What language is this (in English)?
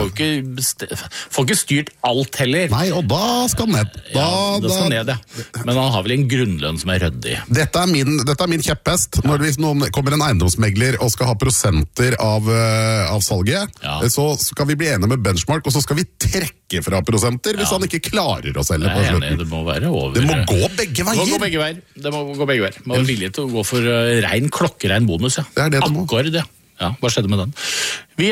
Norwegian